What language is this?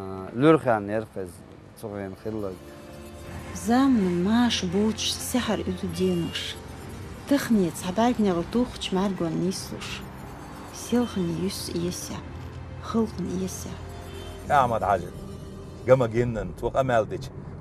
Chechen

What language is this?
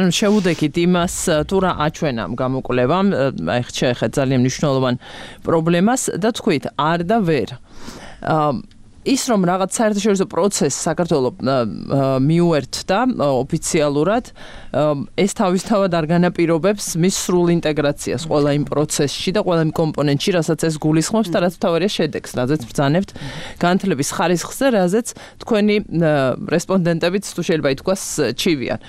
Georgian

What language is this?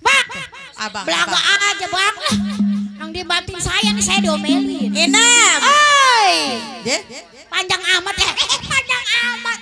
Betawi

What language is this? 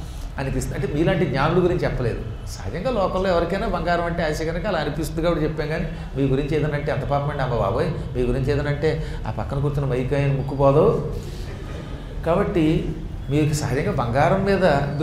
Telugu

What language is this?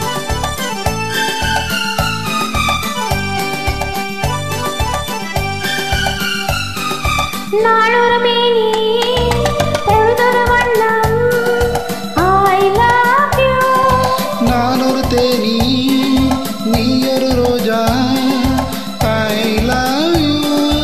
Tamil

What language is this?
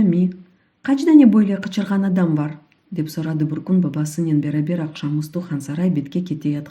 Crimean Tatar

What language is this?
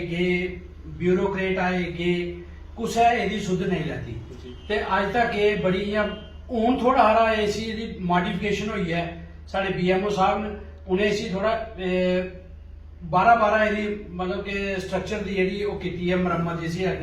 Dogri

